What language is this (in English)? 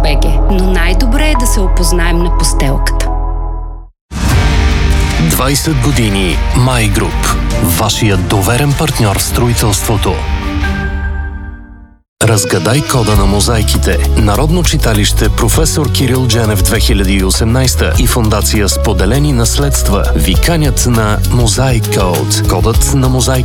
Bulgarian